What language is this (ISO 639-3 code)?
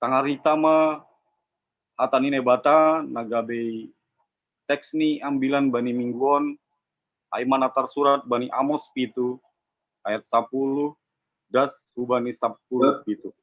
bts